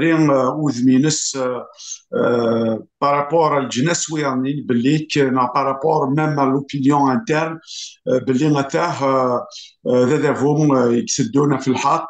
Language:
Kabyle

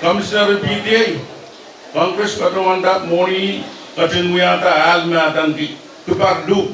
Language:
Pohnpeian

